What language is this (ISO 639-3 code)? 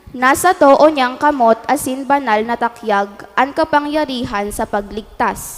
bik